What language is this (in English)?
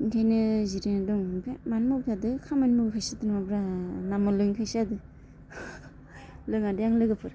Bodo